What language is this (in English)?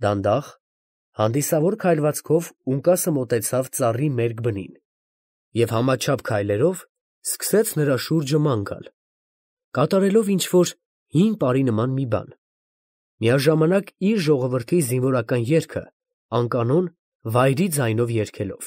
Armenian